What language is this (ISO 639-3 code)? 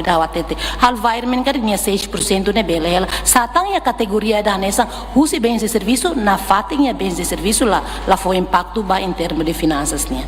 tet